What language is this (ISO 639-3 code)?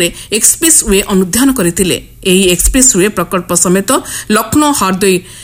ori